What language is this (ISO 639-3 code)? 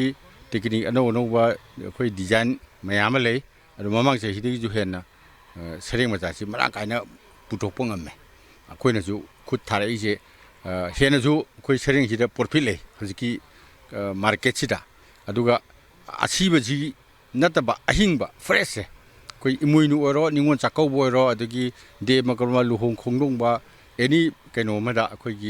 mni